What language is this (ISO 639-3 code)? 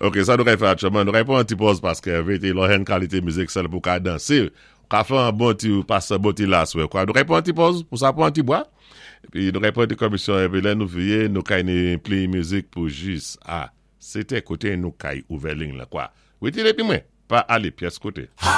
acf